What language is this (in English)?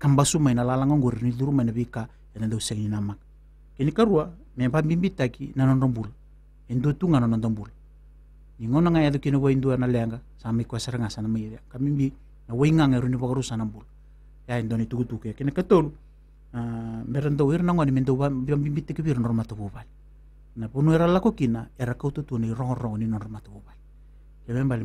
Fijian